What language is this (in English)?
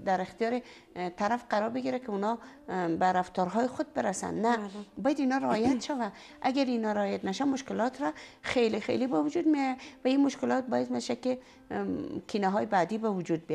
Persian